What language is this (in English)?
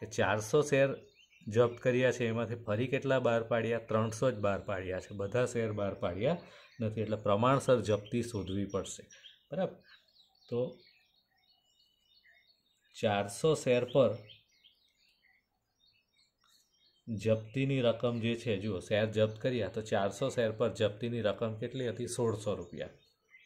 Gujarati